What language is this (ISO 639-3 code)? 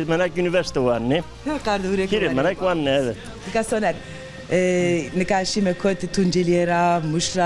zza